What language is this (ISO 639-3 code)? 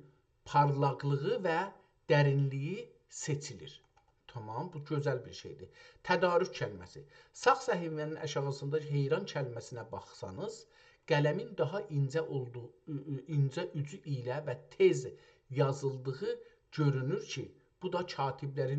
azb